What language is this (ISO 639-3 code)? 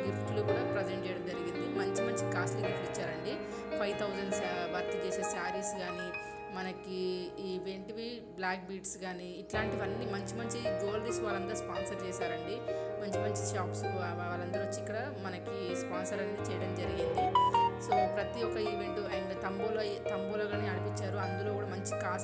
tel